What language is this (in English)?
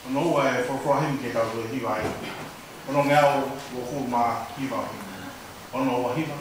Tongan